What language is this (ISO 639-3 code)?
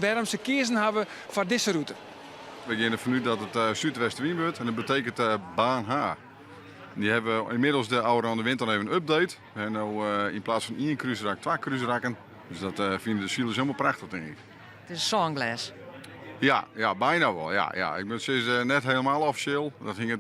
fry